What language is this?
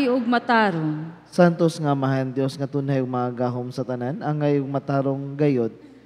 Cebuano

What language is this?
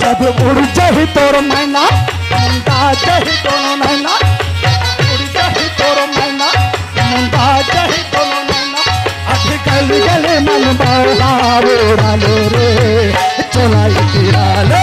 Chhattisgarhi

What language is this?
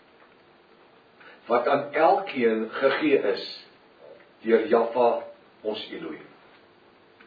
Afrikaans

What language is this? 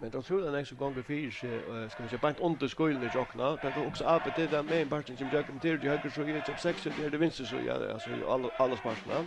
Faroese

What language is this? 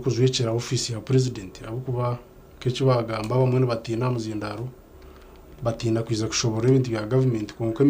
Nyankole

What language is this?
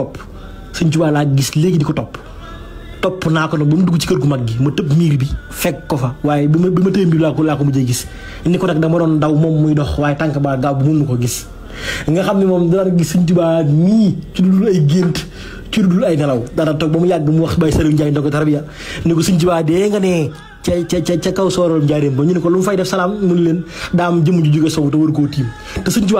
Wolof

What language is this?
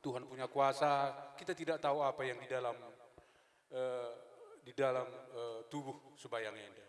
Batak Karo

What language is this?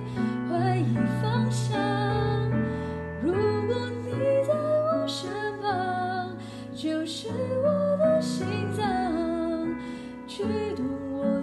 Chinese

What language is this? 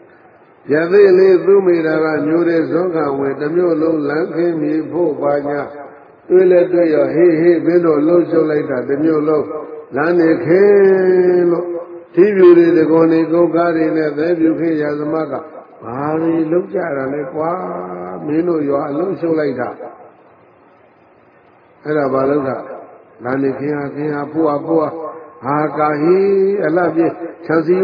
Burmese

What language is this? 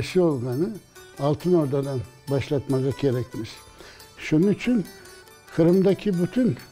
Crimean Tatar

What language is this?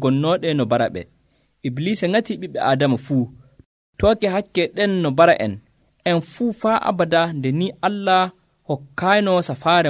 Nigerian Fulfulde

